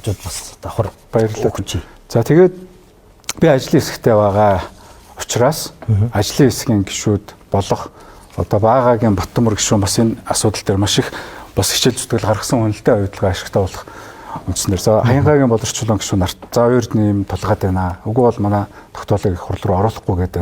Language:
Mongolian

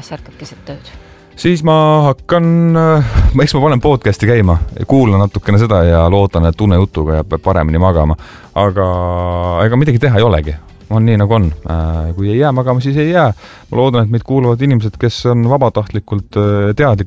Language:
Estonian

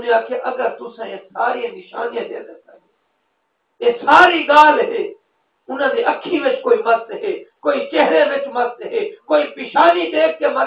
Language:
Saraiki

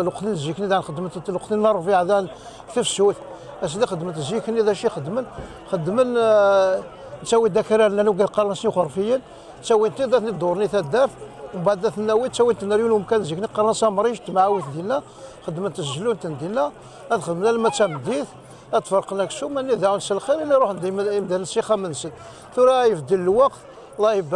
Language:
Kabyle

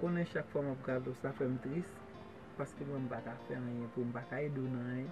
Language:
Haitian Creole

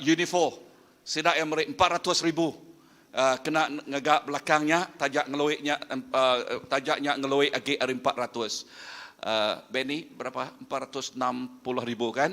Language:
Iban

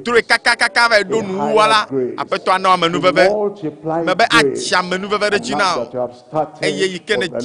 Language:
Ewe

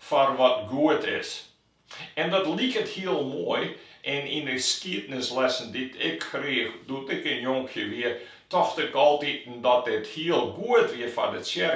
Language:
Western Frisian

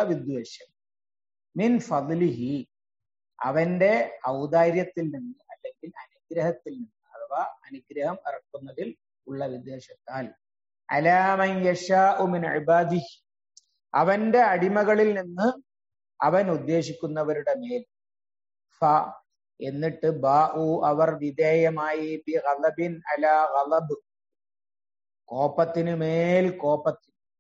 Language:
Malayalam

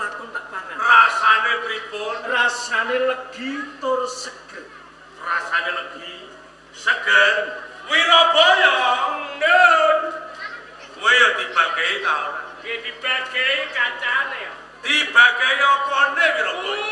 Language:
Javanese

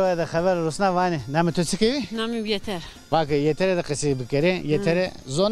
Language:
Zaza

